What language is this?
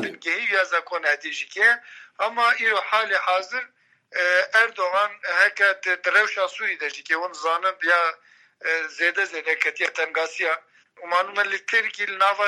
Kurdish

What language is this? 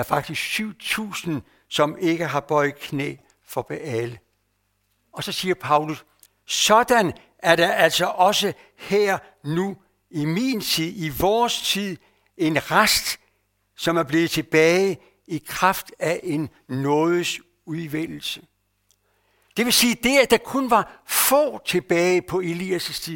Danish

